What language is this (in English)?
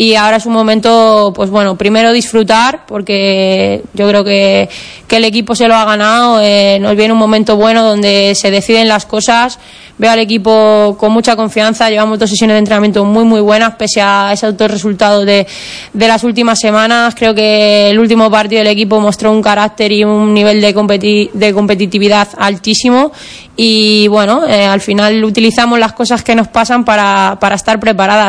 Spanish